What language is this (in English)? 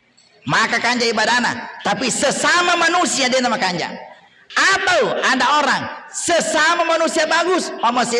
Buginese